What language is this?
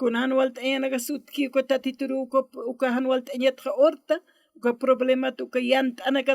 Aymara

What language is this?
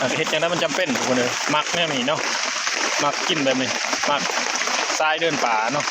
Northeastern Thai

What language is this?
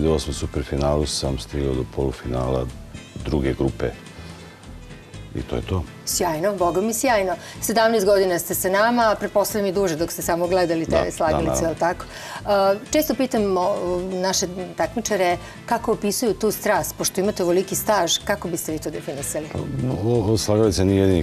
Serbian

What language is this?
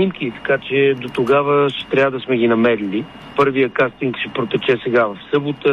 Bulgarian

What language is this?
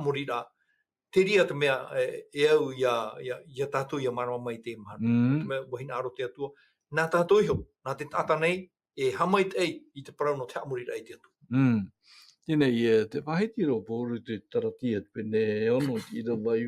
Tahitian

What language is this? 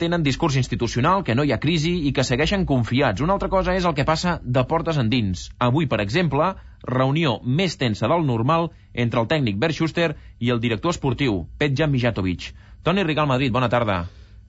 Catalan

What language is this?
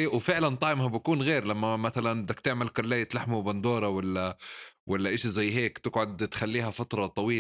North Levantine Arabic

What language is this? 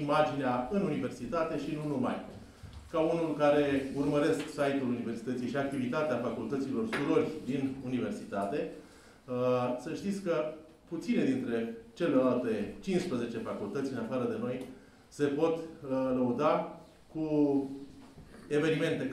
Romanian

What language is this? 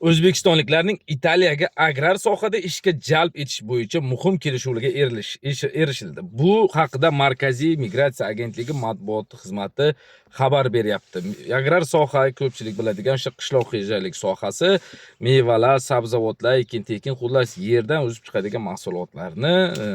Uzbek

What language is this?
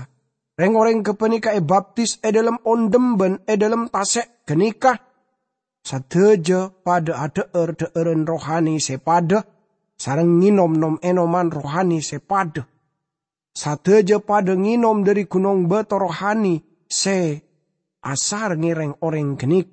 Madurese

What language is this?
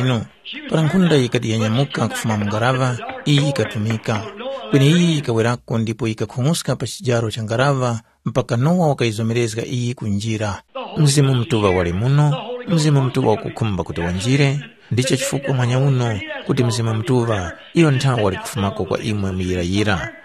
Tumbuka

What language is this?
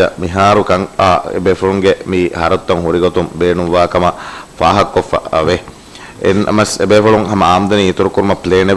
Divehi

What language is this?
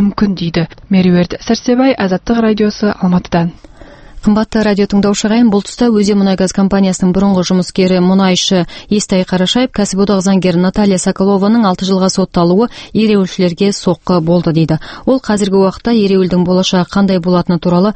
Kazakh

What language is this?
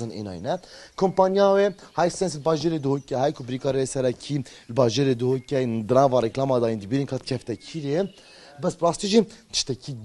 Kurdish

